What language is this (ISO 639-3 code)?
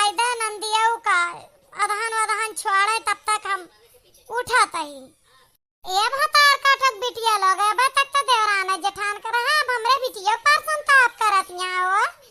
awa